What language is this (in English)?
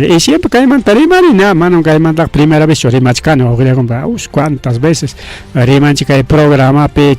Ayacucho Quechua